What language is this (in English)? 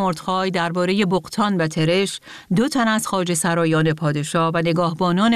Persian